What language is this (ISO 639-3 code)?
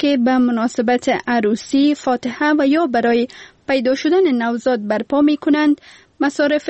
fas